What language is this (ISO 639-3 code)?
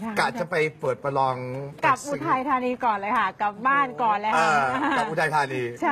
tha